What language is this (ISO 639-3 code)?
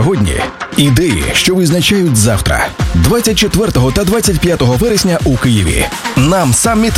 ukr